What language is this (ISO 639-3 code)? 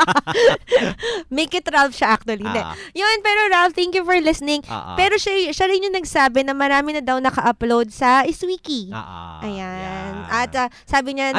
fil